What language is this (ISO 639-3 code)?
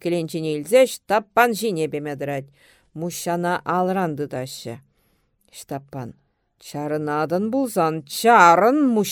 chv